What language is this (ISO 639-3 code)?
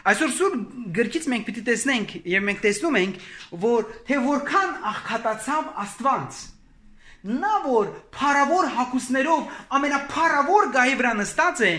hye